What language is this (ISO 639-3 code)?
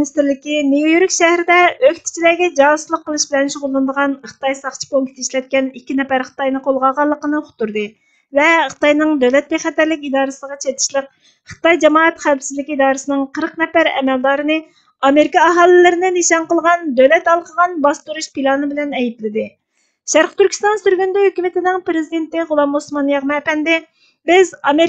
uig